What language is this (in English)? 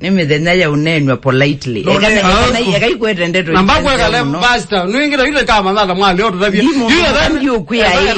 Kamba